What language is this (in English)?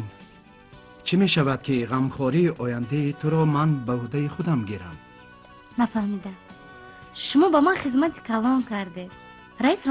Tajik